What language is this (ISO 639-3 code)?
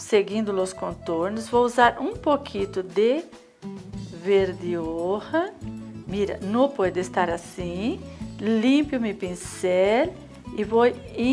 por